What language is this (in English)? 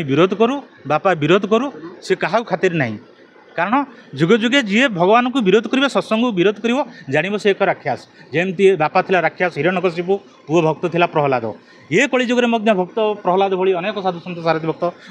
Odia